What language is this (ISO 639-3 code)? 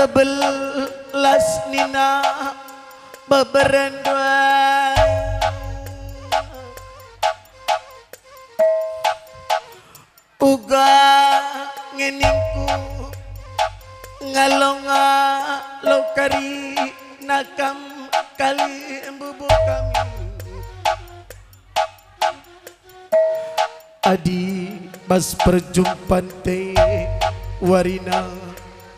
btx